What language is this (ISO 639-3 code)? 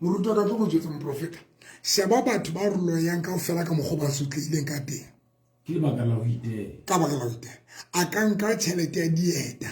sot